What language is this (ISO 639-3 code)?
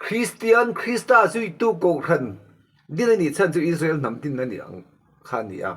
lus